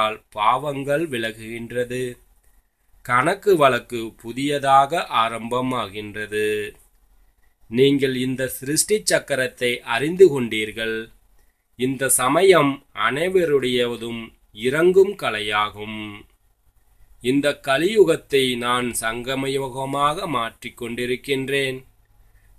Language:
Tamil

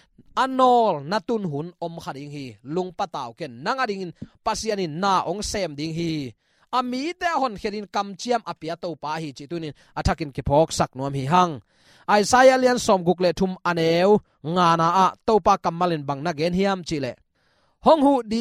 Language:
Tedim Chin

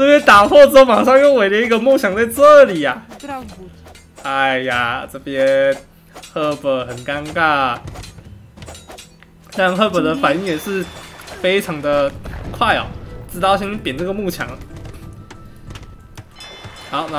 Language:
Chinese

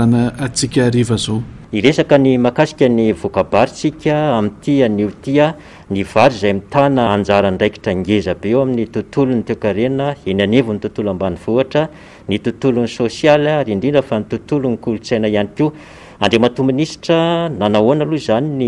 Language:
Malagasy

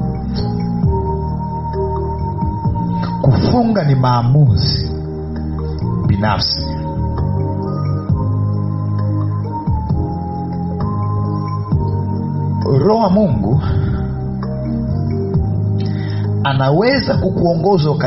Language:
Swahili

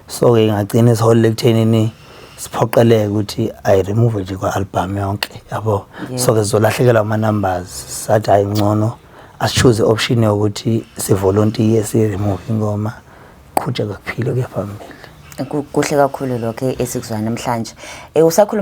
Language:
Zulu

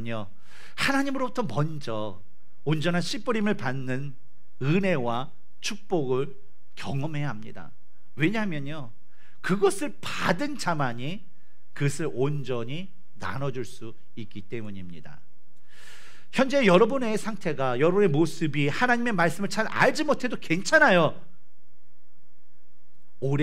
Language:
Korean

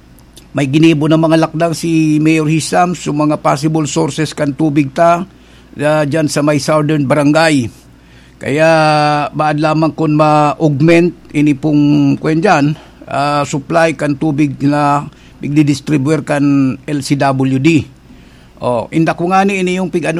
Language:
Bikol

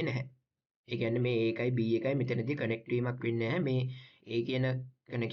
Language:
Sinhala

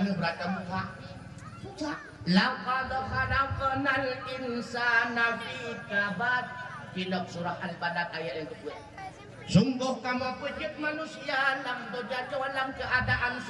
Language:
Achinese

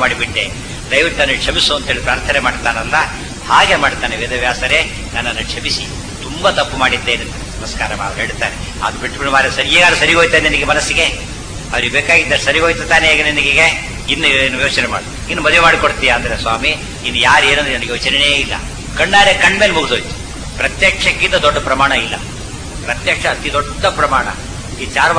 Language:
Kannada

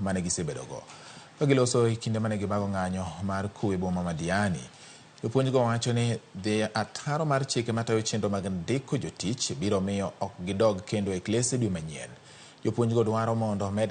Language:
Luo (Kenya and Tanzania)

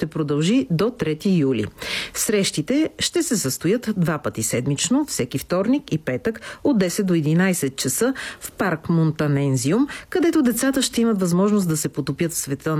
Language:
Bulgarian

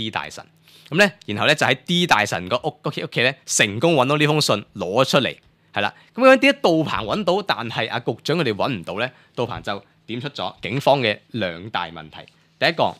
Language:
Cantonese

